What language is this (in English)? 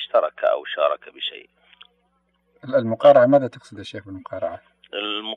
Arabic